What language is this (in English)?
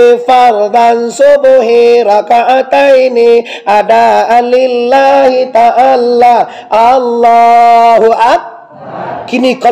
Minangkabau